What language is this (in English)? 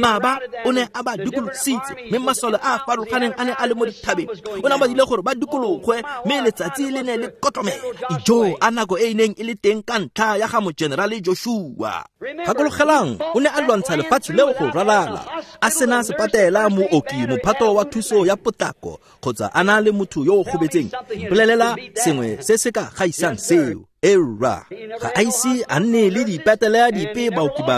Tswana